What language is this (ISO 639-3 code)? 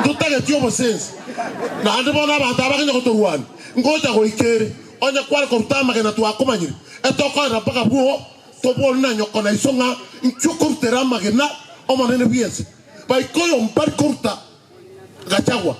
guz